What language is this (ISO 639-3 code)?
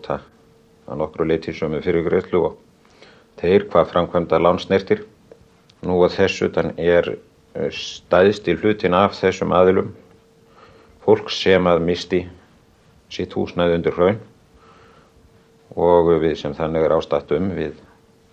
isl